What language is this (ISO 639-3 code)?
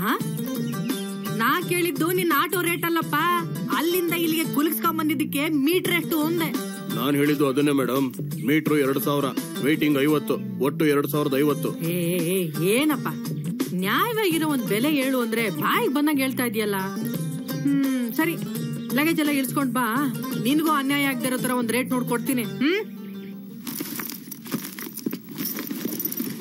kan